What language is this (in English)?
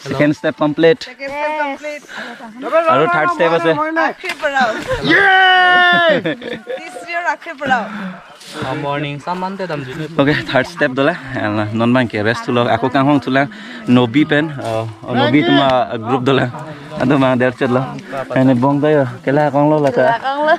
Karbi